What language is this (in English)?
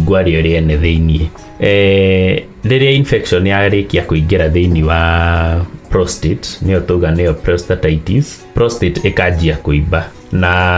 Kikuyu